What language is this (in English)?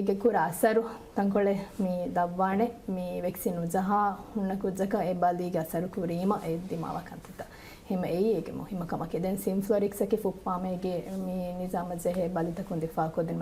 Divehi